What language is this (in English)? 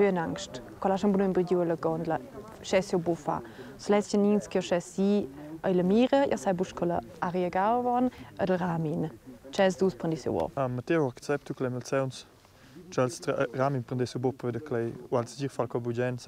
Romansh